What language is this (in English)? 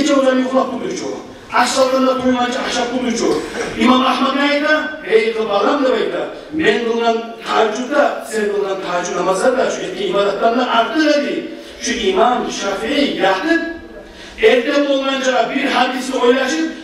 Kumyk